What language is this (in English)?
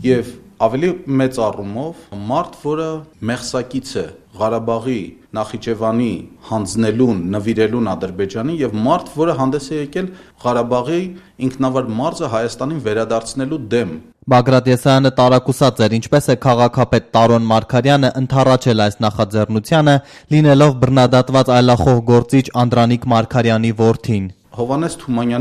Armenian